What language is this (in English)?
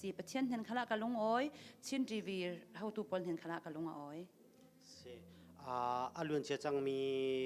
Hakha Chin